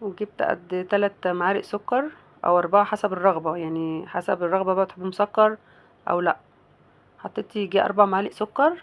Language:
Egyptian Arabic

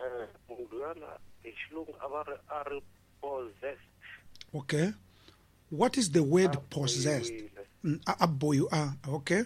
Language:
Tsonga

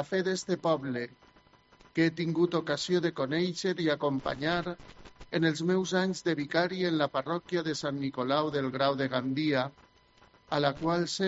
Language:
Catalan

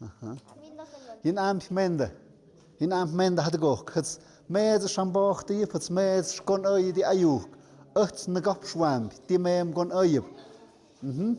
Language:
Tlahuitoltepec Mixe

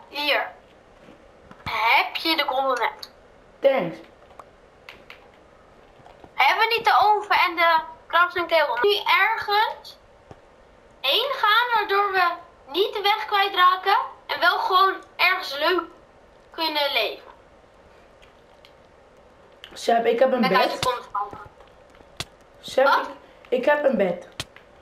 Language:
Dutch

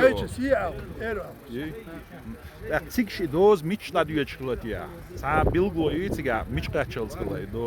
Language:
Chechen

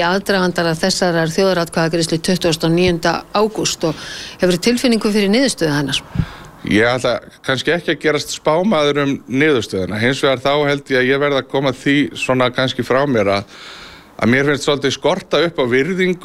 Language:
Icelandic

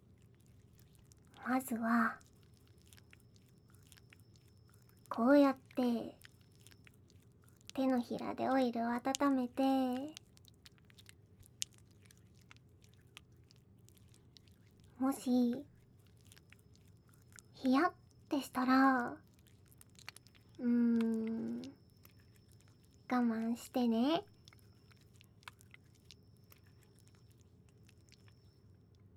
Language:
Japanese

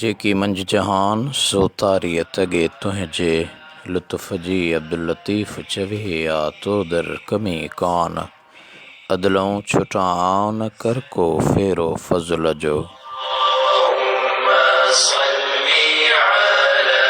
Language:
Sindhi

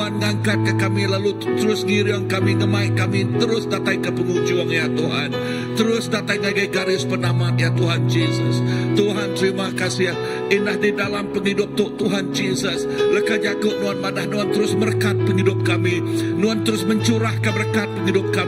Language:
Iban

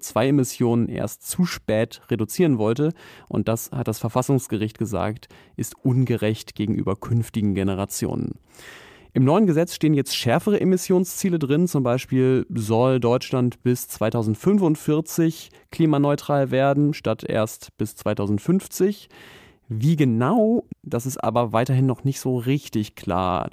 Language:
German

